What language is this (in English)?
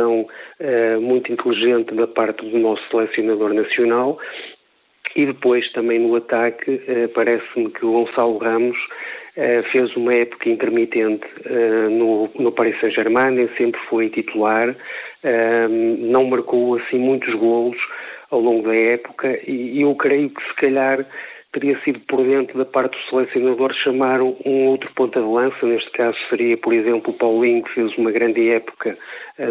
Portuguese